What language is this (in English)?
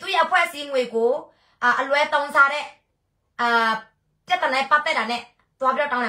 Burmese